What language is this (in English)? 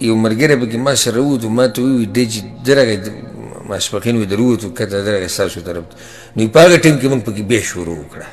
Pashto